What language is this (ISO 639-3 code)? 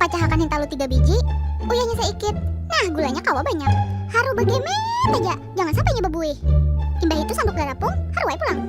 bjn